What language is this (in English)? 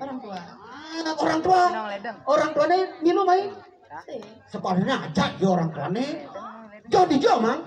Balinese